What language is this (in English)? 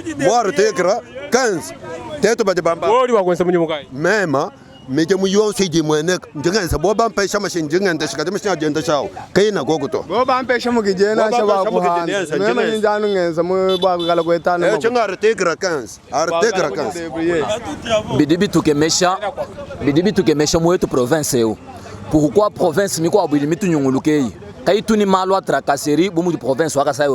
Luba-Lulua